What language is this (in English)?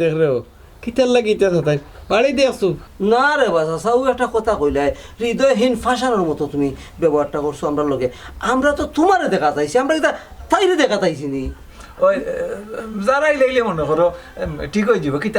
Sylheti